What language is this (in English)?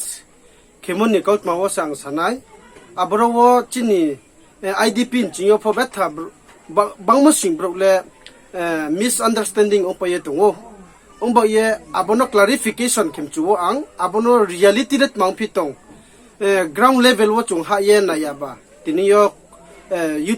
Riang (India)